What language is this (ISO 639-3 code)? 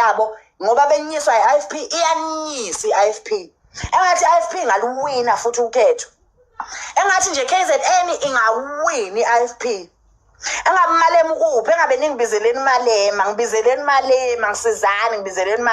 zul